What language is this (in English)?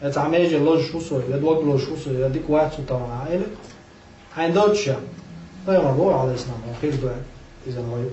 Chechen